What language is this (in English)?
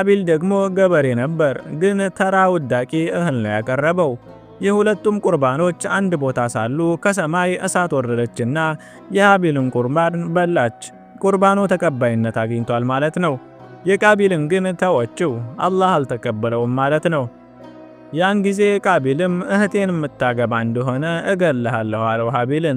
Amharic